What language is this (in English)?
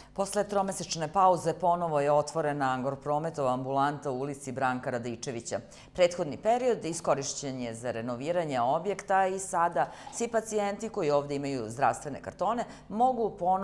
Serbian